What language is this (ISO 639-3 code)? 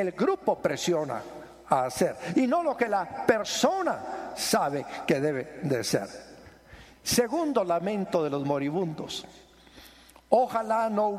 spa